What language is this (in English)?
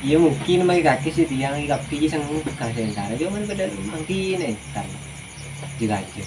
Madurese